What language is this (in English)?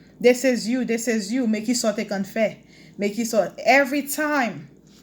Haitian Creole